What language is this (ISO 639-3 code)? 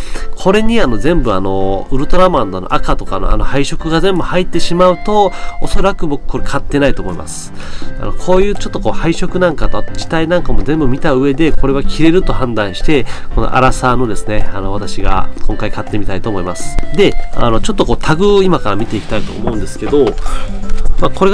jpn